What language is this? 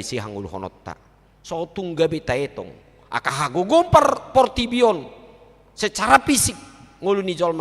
Batak Toba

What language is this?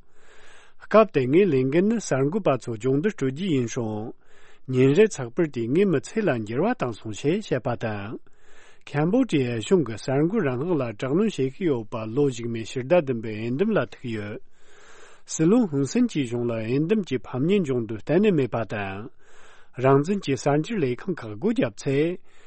Tibetan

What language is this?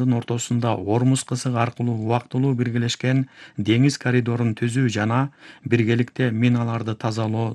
Kyrgyz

